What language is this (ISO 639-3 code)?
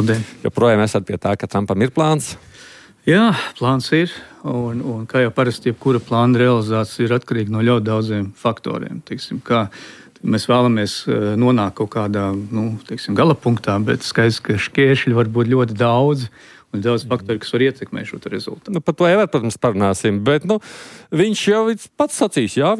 lav